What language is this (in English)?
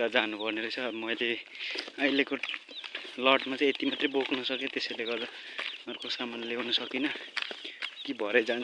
Nepali